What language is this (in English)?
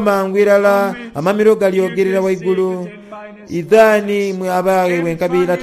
Soga